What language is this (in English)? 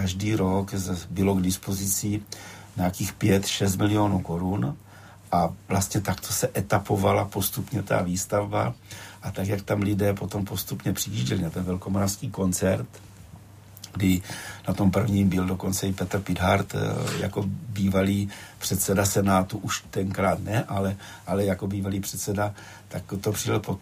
Czech